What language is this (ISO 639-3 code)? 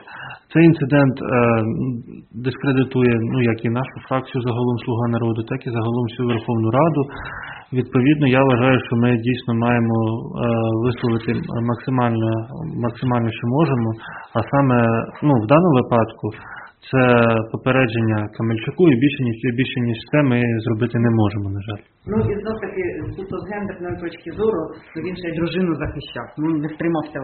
ukr